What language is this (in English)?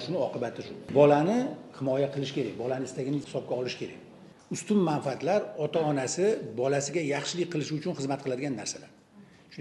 Uzbek